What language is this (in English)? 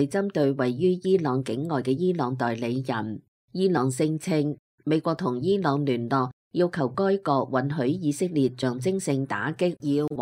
Cantonese